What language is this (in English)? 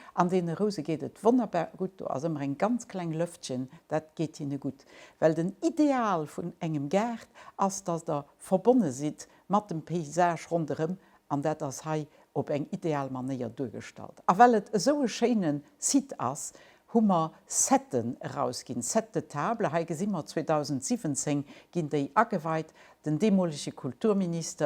Luxembourgish